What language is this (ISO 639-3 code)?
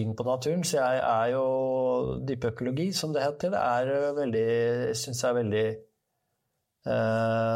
nor